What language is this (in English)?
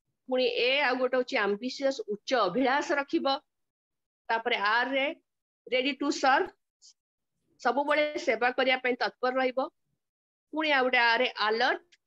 Odia